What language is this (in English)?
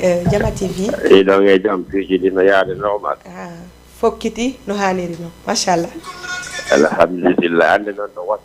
Fula